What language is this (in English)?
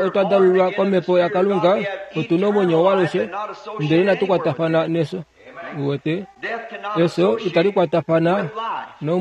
Kuanyama